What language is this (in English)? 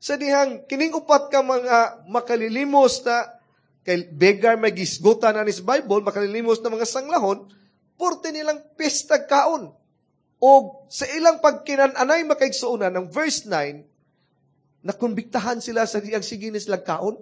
Cebuano